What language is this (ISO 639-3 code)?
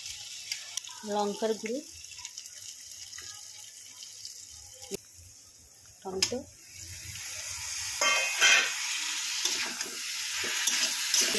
ben